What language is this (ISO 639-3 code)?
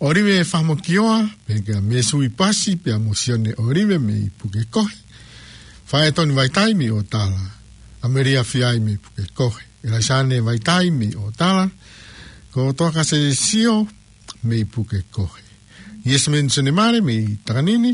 ton